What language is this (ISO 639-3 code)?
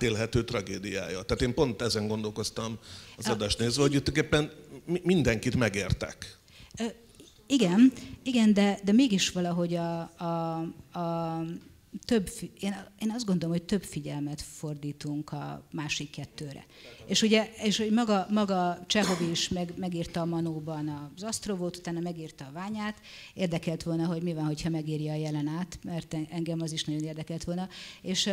hun